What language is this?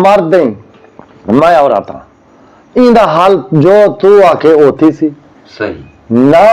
Saraiki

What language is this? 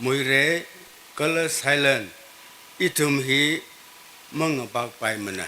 Tangkhul Naga (India)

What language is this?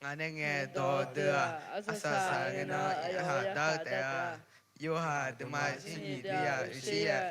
Akha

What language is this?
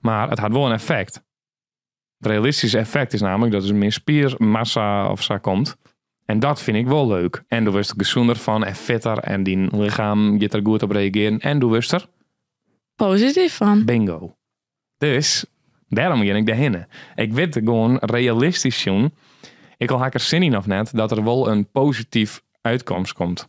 Western Frisian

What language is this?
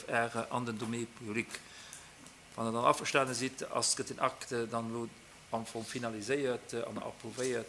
Luxembourgish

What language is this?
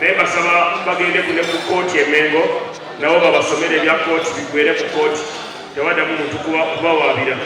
Ganda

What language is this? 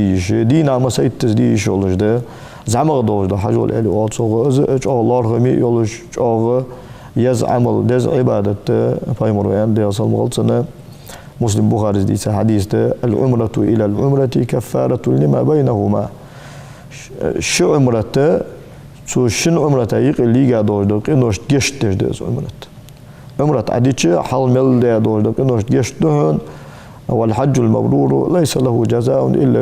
Ingush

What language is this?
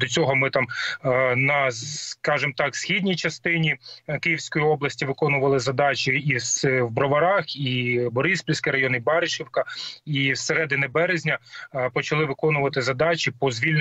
Ukrainian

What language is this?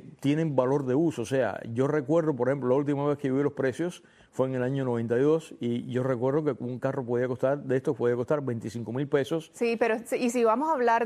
Spanish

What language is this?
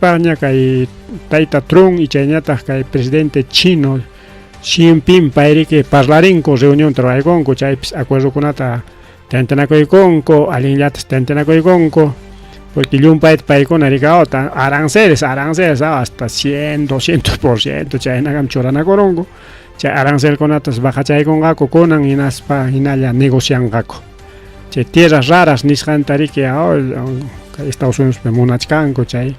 Ayacucho Quechua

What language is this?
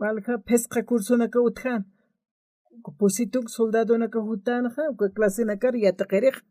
Aymara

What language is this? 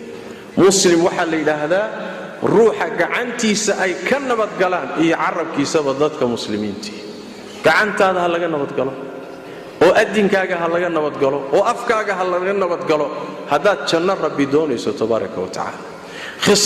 Somali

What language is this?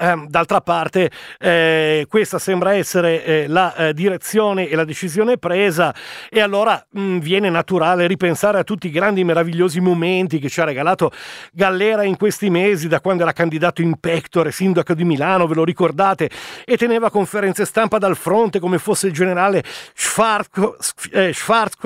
Italian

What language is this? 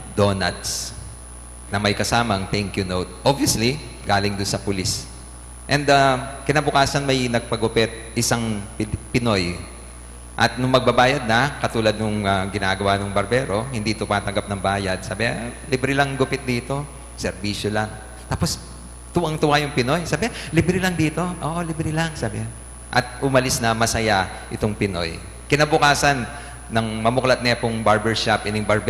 Pampanga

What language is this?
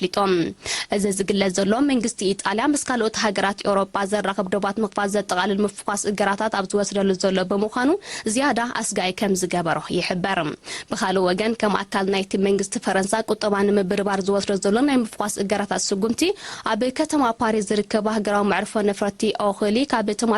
Tigrinya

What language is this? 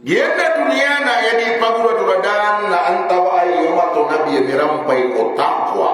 Maranao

